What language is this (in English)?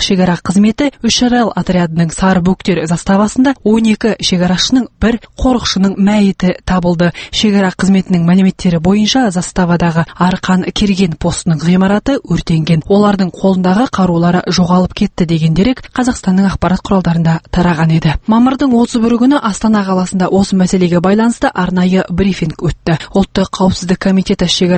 Kazakh